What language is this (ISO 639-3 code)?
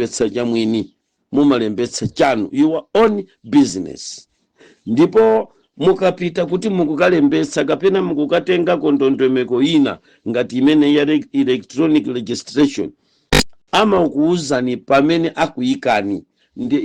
nya